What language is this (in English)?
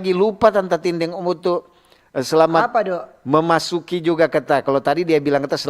Manado Malay